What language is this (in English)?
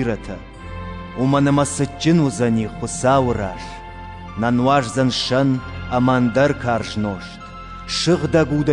Ossetic